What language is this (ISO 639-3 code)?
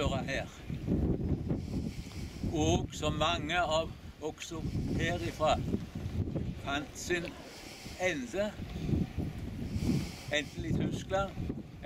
nor